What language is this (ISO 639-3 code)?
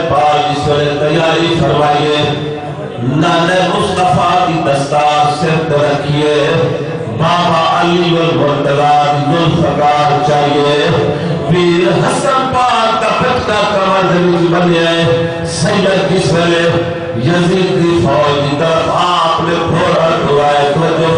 skr